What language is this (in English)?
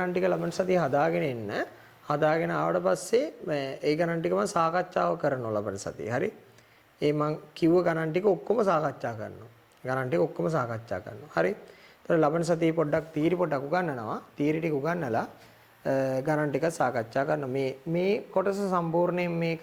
Sinhala